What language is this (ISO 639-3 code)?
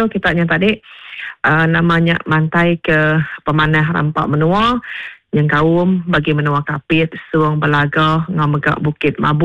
iba